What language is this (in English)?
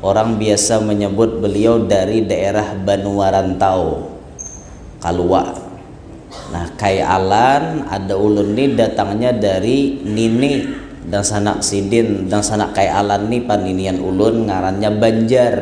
Banjar